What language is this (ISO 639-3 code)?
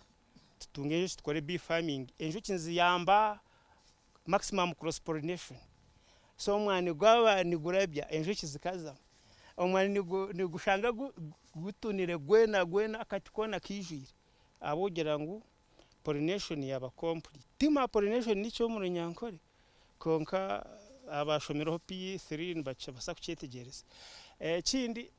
nyn